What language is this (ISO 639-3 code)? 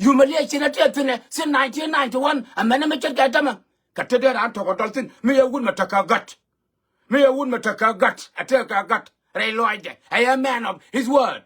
nus